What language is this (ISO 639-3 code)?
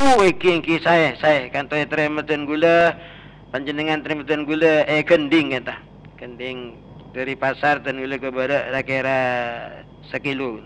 mad